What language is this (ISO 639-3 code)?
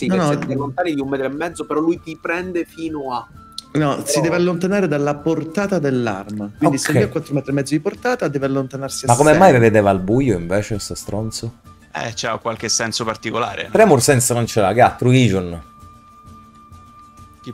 ita